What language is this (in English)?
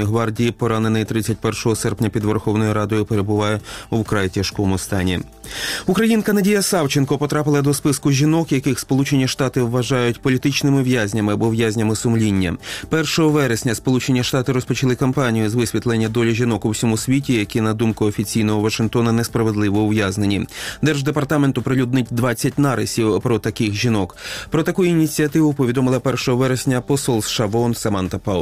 Ukrainian